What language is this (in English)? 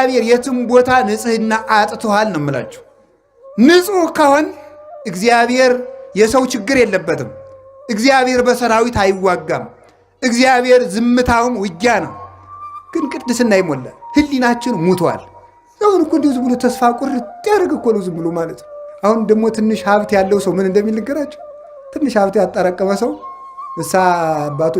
Amharic